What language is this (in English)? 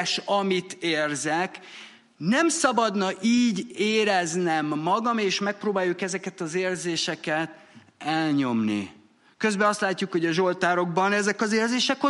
Hungarian